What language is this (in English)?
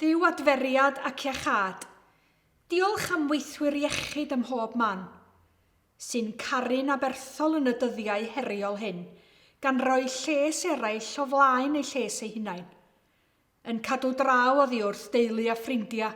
Welsh